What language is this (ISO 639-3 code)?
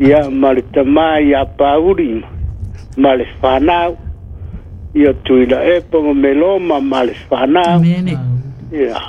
smo